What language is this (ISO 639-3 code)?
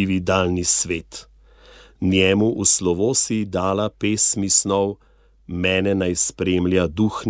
slv